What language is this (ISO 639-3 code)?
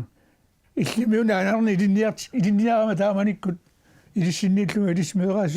kal